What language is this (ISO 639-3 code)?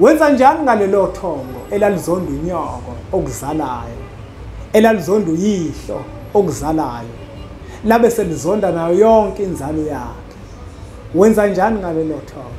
zul